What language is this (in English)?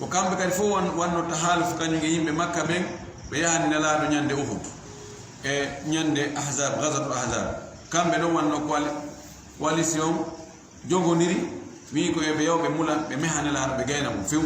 Fula